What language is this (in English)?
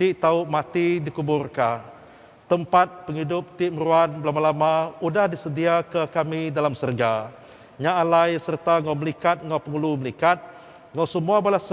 Iban